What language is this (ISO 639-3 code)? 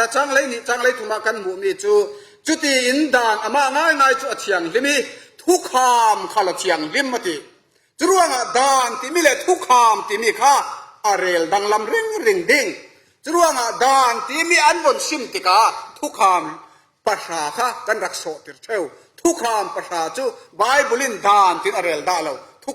cfm